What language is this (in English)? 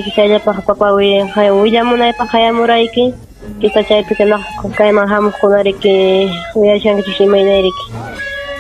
Ayacucho Quechua